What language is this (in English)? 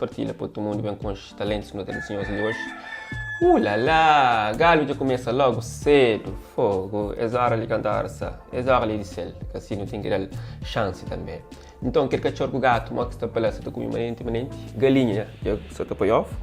Kabuverdianu